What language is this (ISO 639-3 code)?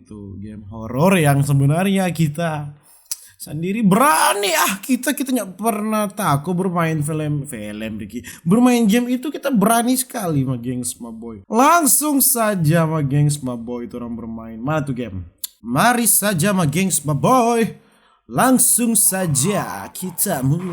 xmm